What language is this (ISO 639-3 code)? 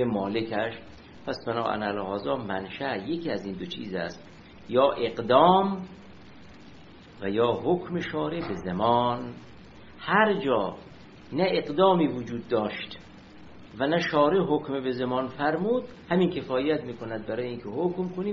fas